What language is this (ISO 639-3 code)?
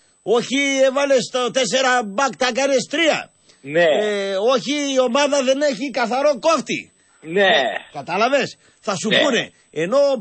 ell